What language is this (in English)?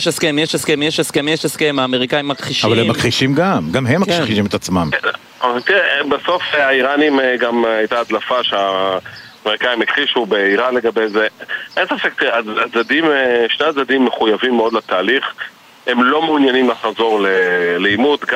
Hebrew